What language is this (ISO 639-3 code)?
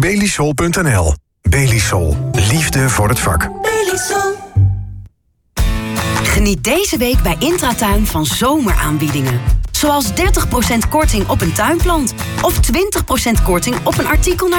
nld